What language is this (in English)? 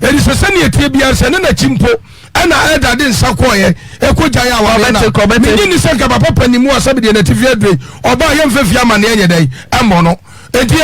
Akan